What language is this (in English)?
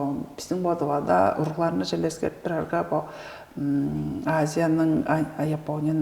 Tuvinian